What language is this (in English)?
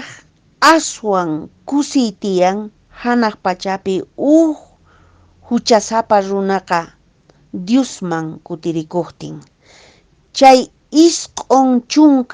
Quechua